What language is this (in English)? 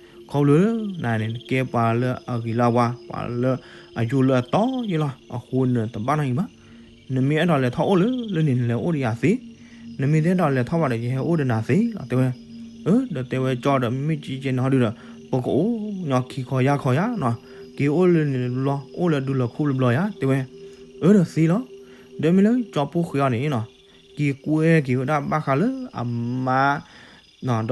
S'gaw Karen